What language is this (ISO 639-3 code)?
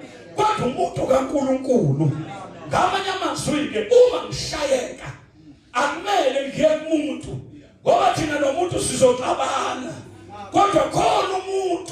zul